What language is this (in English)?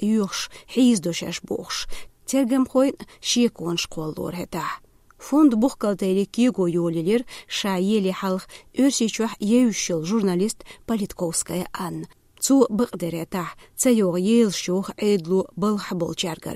Chechen